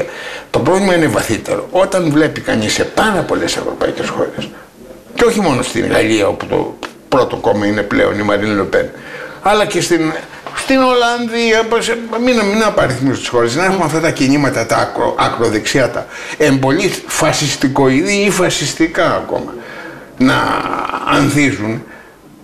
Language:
Greek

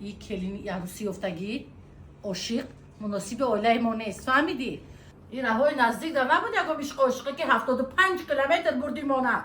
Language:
Tajik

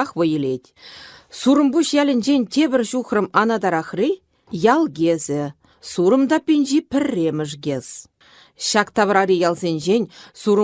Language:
Chuvash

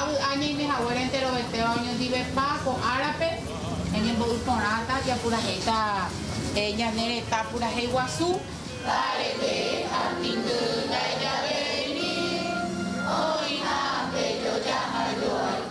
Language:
Guarani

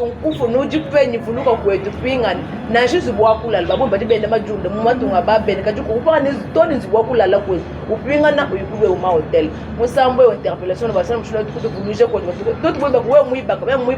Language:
Luba-Lulua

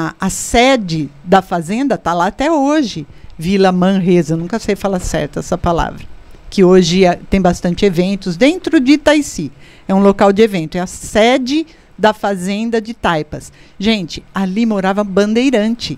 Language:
Portuguese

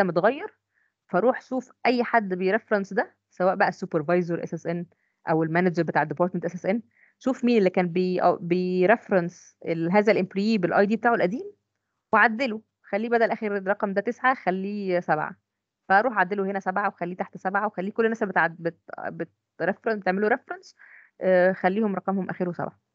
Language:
Egyptian Arabic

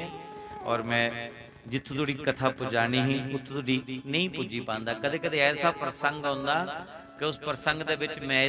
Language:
Dogri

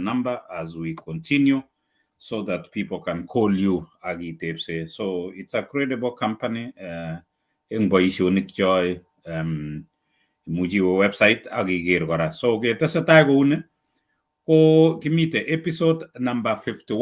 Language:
Kalenjin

